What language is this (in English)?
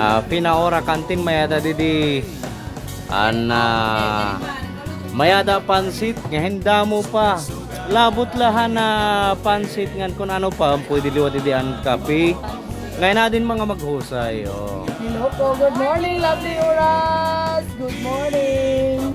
Waray